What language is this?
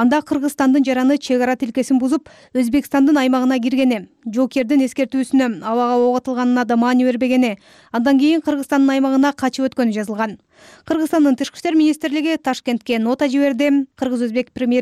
Kyrgyz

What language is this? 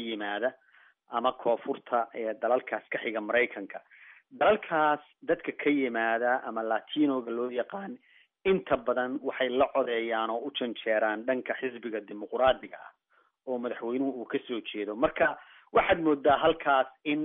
Somali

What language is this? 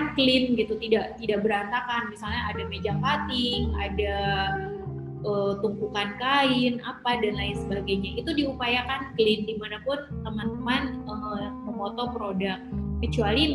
Indonesian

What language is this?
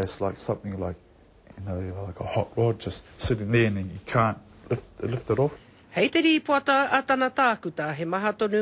Māori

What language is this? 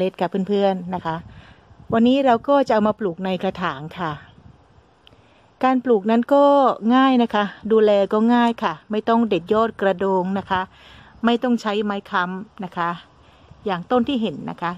Thai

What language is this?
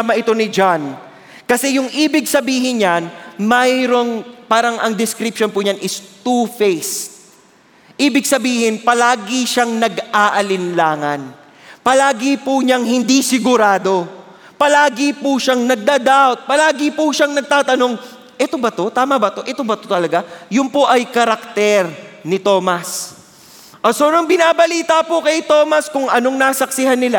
Filipino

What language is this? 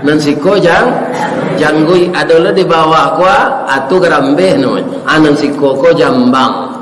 Minangkabau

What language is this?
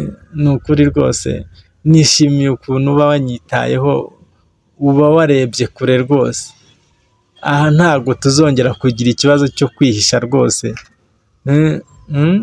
Kinyarwanda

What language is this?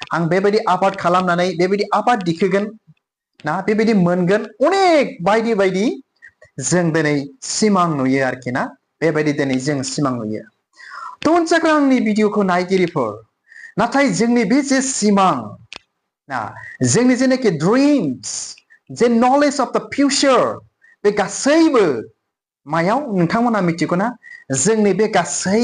Bodo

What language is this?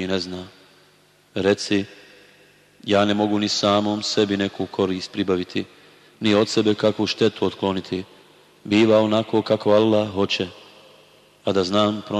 Bosnian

